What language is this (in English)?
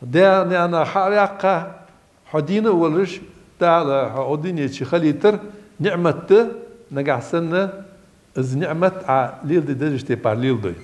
Ingush